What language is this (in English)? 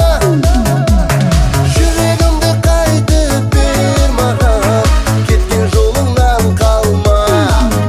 Kazakh